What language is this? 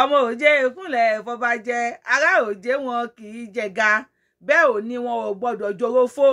Yoruba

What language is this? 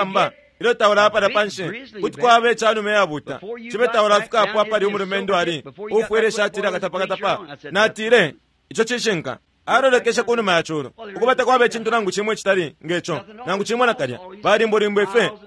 Bemba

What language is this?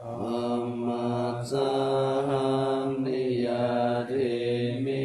Pali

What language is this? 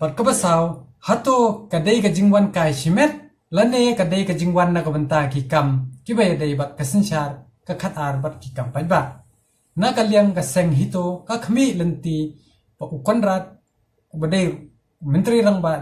Khasi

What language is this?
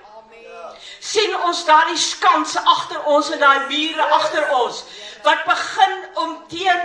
Afrikaans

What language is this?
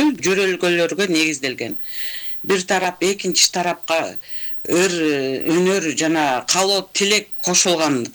Kyrgyz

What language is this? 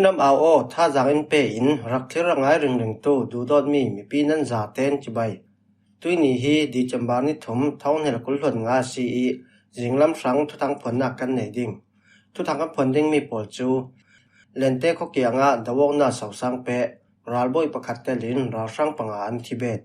Falam Chin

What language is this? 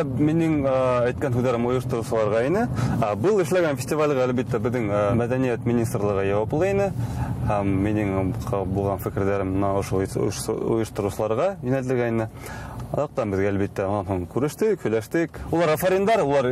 Bashkir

